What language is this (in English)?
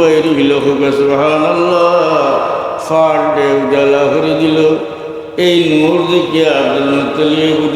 Sylheti